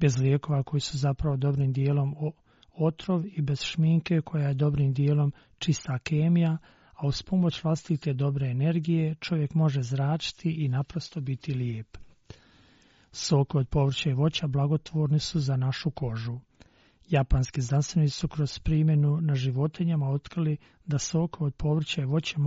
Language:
Croatian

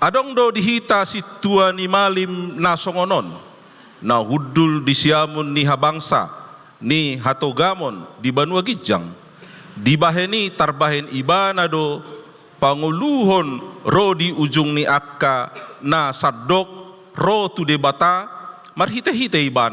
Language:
Batak Toba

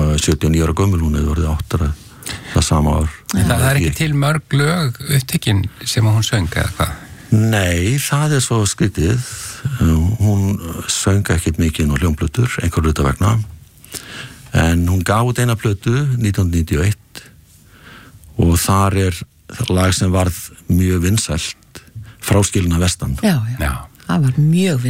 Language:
Icelandic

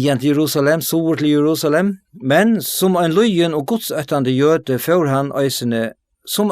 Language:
Faroese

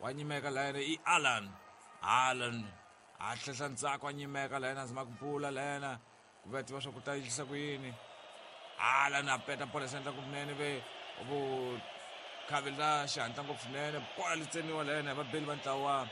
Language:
Tsonga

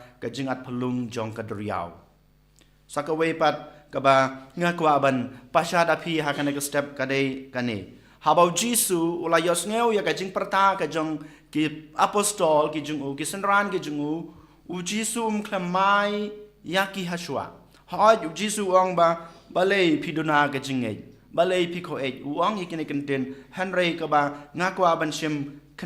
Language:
Khasi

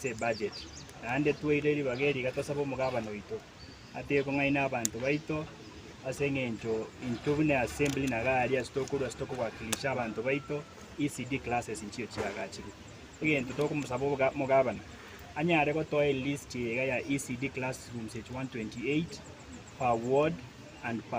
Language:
Gusii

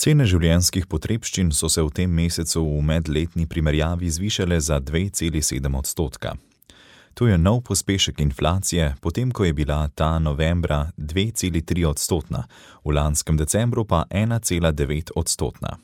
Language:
Slovenian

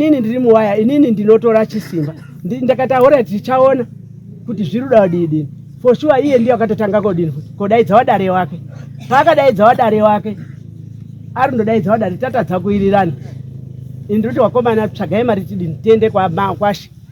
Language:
Shona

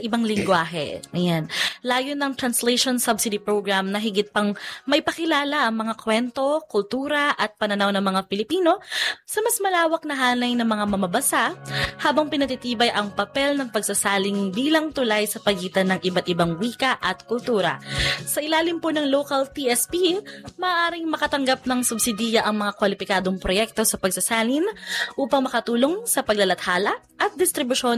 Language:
Filipino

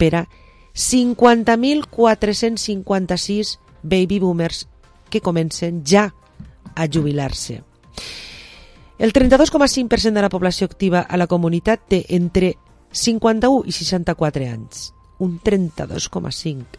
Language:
Catalan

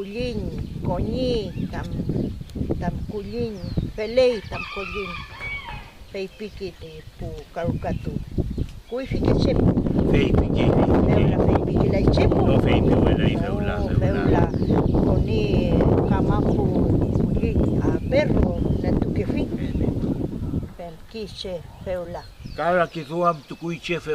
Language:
Mapuche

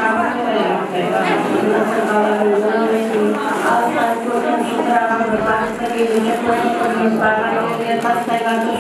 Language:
Kara-Kalpak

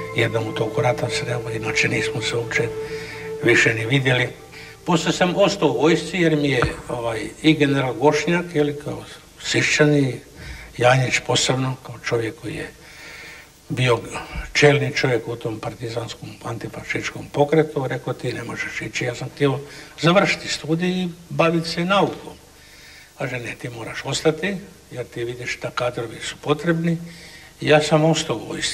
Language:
Croatian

